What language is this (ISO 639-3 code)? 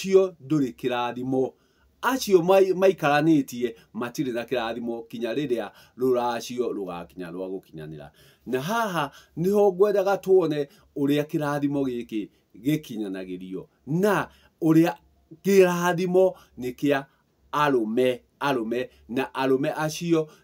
kik